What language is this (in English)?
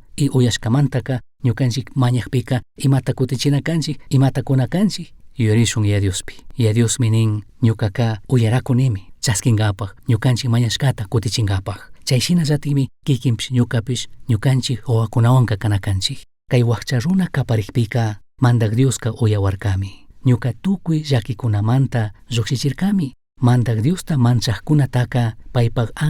Chimborazo Highland Quichua